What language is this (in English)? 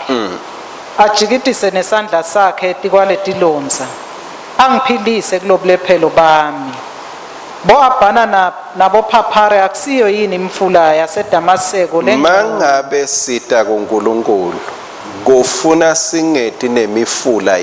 Swati